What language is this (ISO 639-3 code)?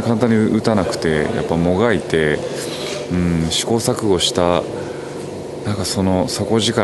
jpn